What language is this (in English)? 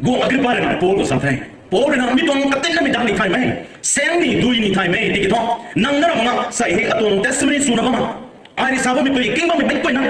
Rongmei Naga